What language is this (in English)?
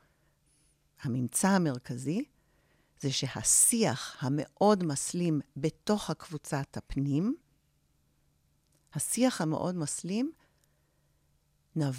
Hebrew